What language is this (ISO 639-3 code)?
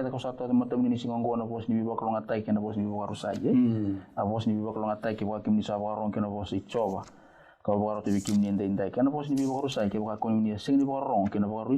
fij